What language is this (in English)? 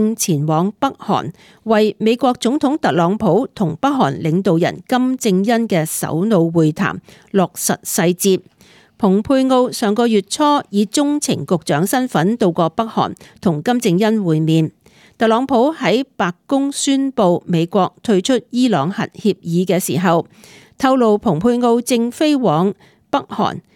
Cantonese